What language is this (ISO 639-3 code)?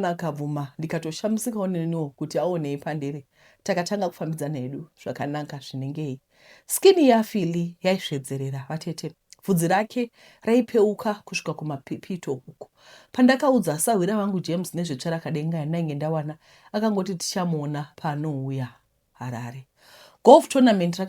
sna